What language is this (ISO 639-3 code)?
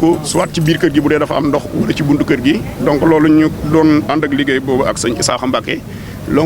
wol